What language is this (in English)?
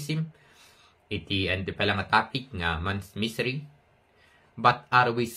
Iloko